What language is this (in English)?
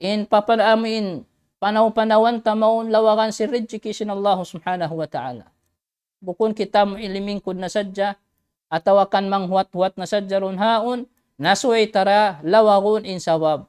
Tausug